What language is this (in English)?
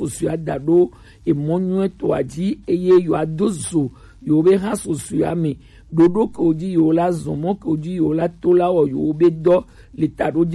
Gen